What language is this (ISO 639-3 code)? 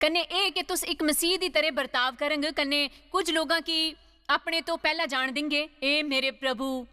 doi